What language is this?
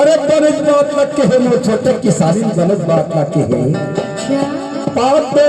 Chhattisgarhi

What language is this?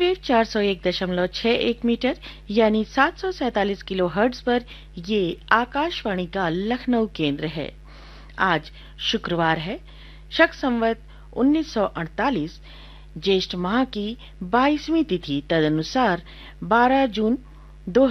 Hindi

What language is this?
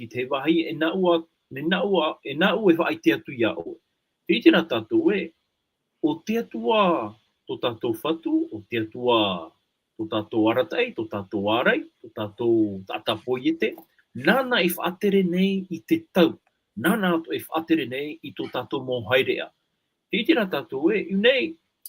Tahitian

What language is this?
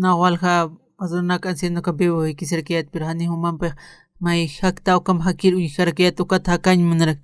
Aymara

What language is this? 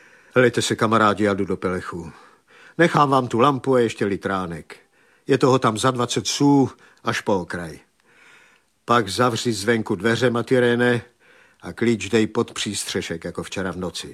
Czech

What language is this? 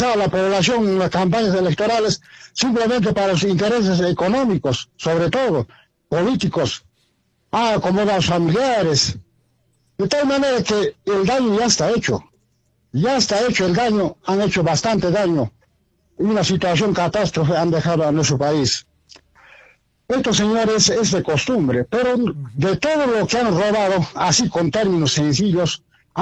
Spanish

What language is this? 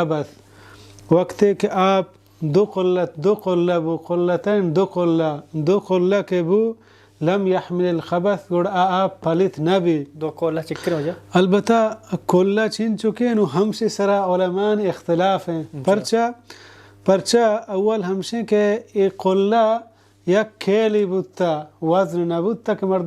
Baluchi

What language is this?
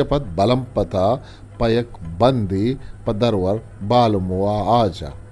Eastern Balochi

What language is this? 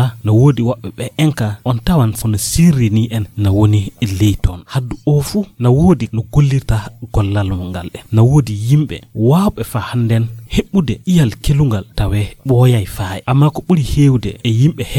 Fula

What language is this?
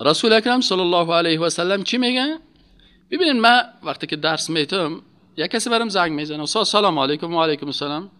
Persian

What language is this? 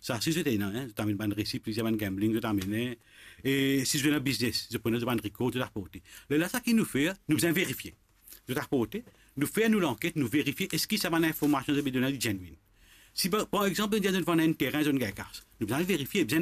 Morisyen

